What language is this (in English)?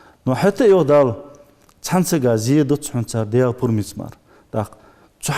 Ingush